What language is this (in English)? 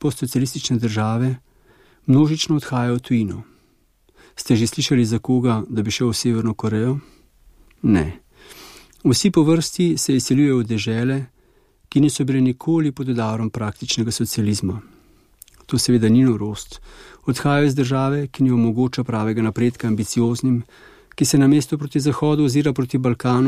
Slovenian